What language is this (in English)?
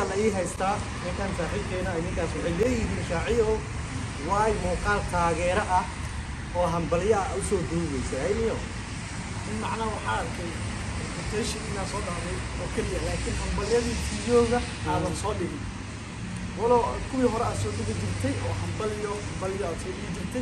Somali